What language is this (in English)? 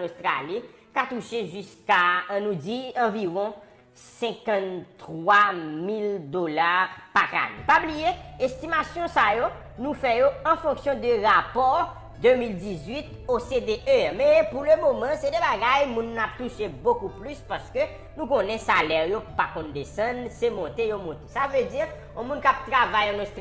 Haitian Creole